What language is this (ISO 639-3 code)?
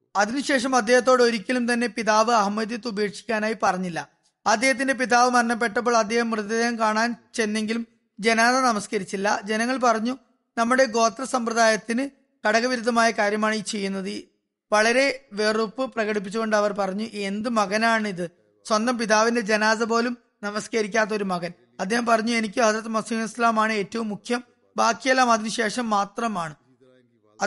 mal